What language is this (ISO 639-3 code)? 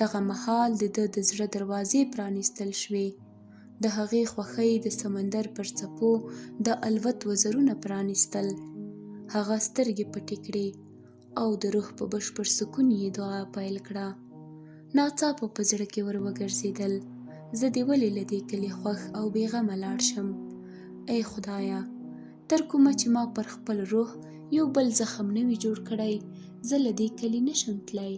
pus